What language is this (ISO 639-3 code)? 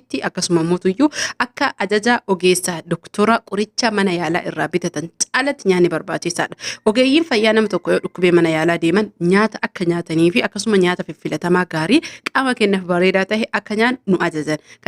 orm